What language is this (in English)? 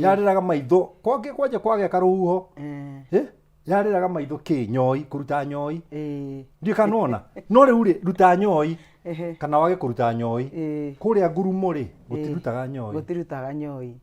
Kikuyu